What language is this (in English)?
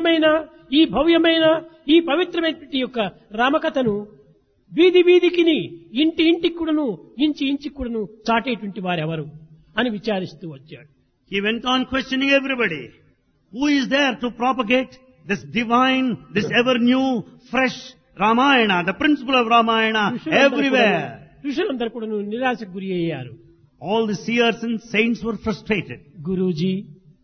Telugu